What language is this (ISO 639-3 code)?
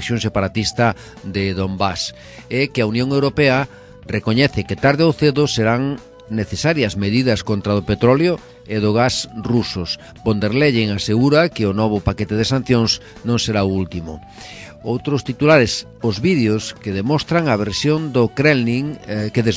glg